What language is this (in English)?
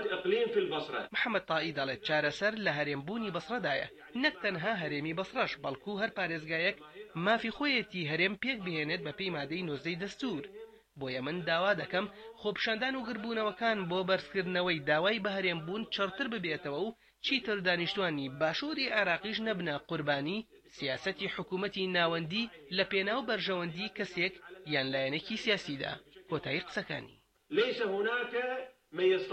Central Kurdish